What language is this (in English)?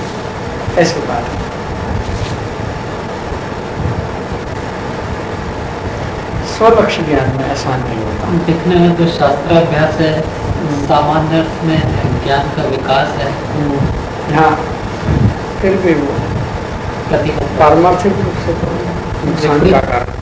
Hindi